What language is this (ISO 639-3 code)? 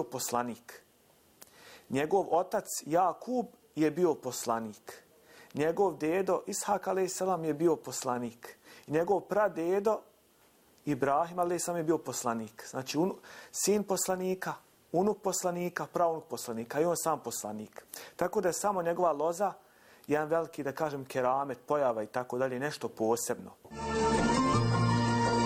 bos